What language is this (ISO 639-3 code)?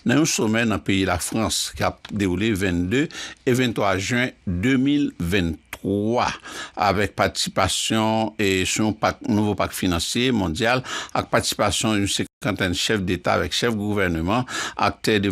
hat